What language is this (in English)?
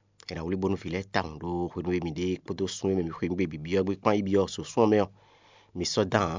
Fon